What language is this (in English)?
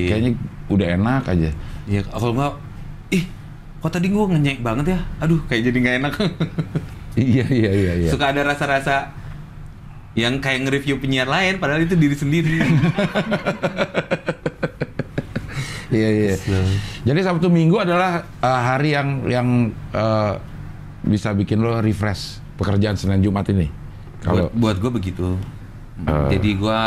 Indonesian